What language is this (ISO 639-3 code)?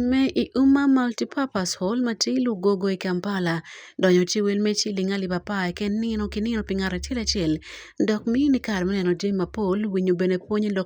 ach